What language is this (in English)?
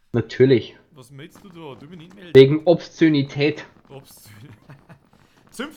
Bavarian